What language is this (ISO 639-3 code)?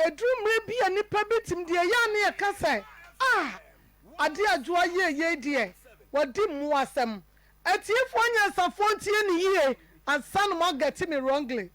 aka